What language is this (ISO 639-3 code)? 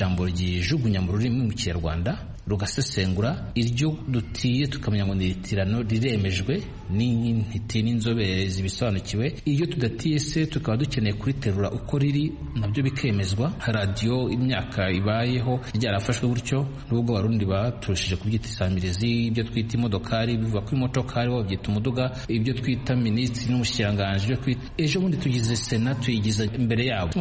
kin